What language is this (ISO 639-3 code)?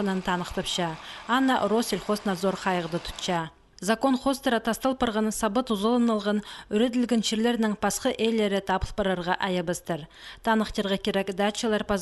kjh